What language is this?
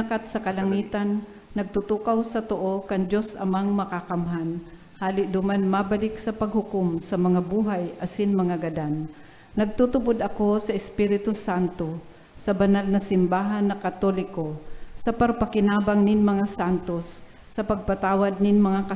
Bikol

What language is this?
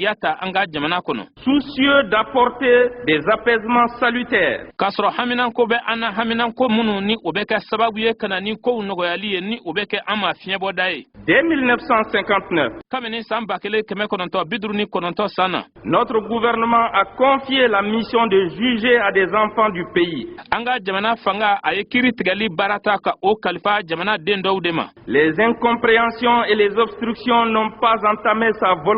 Bambara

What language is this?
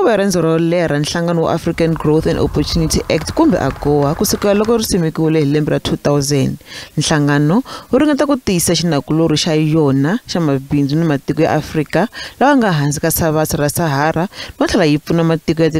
Tsonga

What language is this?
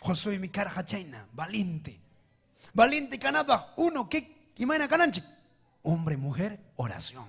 Ayacucho Quechua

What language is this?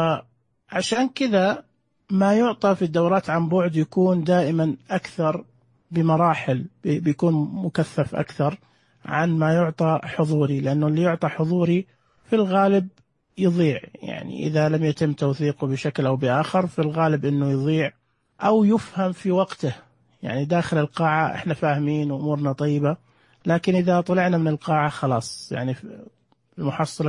Najdi Arabic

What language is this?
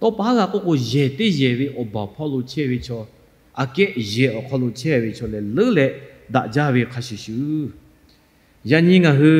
Lahu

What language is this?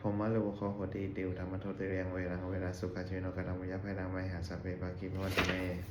Pali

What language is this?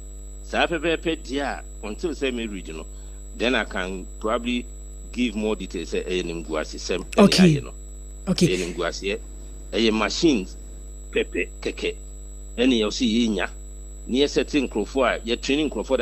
Akan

